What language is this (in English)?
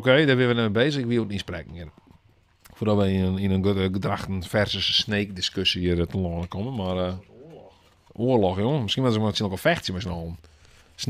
Western Frisian